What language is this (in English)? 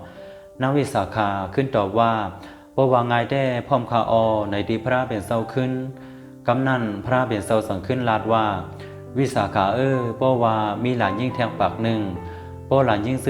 Shan